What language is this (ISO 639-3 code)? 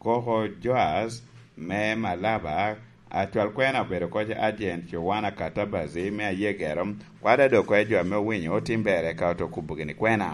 laj